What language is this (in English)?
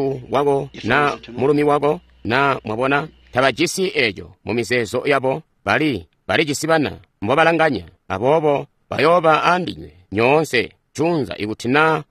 Tonga (Zambia)